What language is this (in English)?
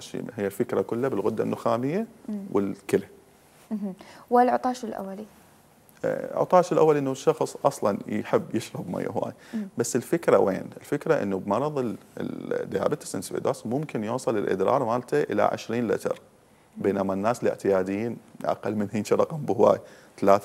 Mesopotamian Arabic